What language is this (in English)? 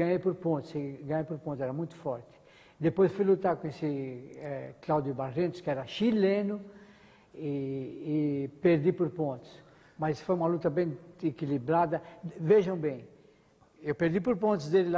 Portuguese